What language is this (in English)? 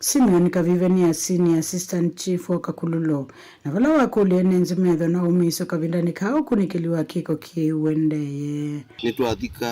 Kamba